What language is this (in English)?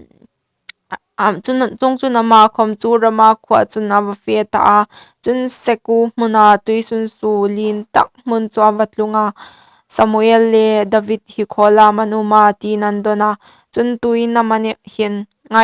Hmar